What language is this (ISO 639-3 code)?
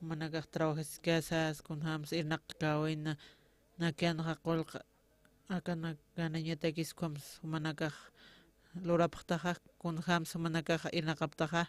aym